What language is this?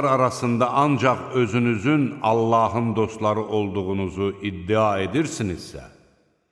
Azerbaijani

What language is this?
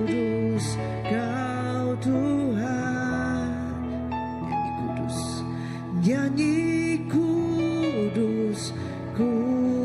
Iban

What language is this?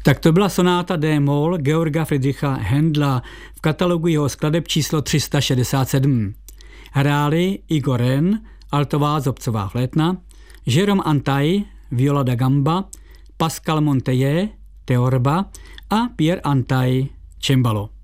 Czech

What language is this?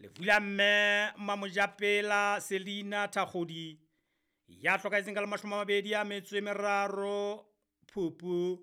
Southern Sotho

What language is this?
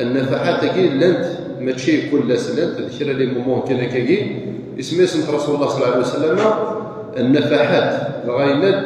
Kabyle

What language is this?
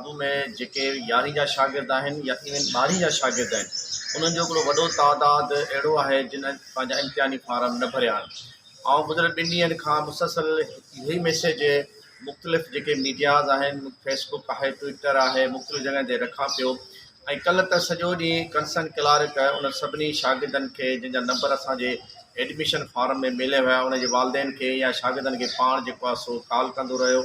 Sindhi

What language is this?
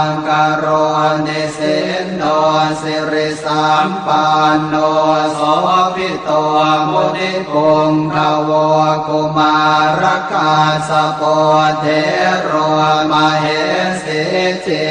Pali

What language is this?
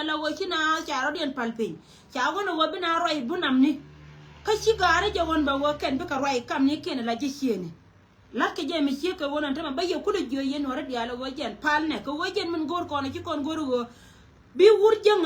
Nuer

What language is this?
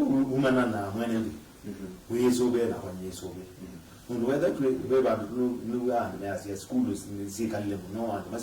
Kamba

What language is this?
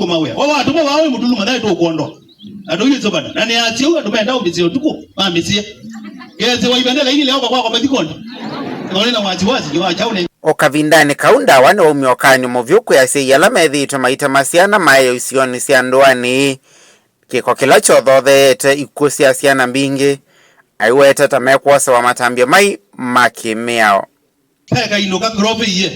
Kamba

